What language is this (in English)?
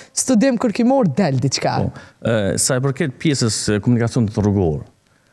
Albanian